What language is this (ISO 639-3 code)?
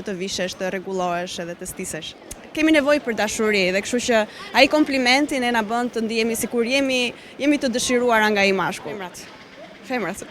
sqi